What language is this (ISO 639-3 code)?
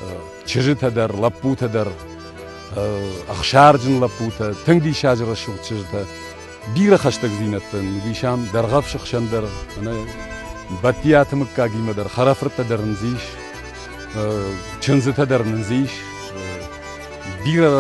oss